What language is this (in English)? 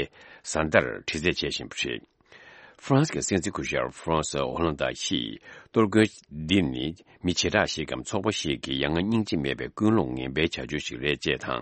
Tibetan